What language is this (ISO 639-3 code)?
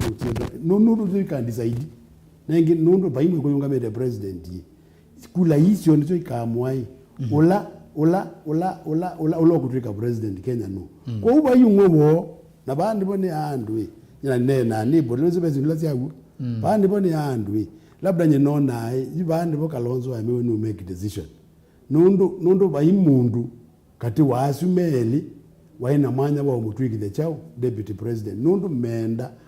kam